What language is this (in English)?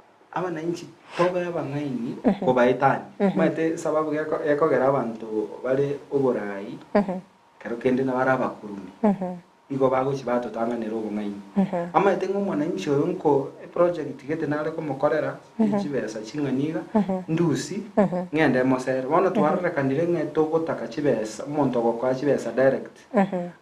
Gusii